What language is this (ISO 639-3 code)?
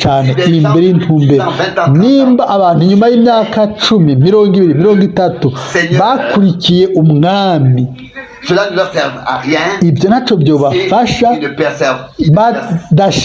run